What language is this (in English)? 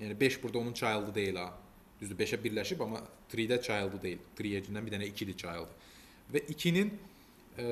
Azerbaijani